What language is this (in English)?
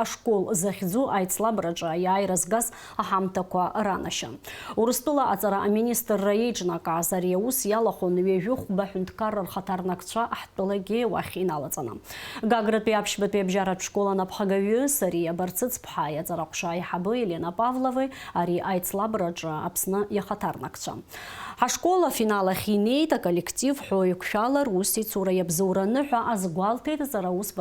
Abkhazian